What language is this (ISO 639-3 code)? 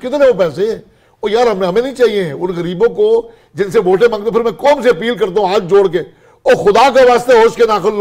urd